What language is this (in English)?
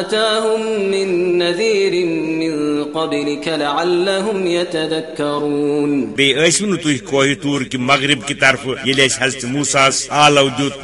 Kashmiri